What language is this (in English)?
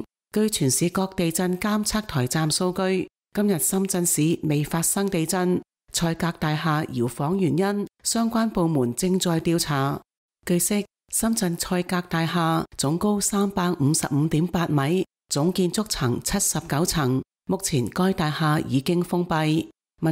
Cantonese